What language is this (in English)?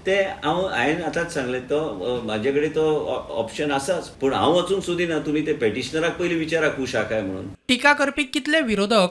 Konkani